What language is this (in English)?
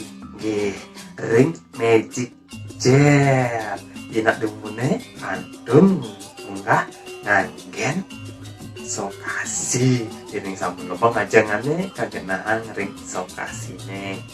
Balinese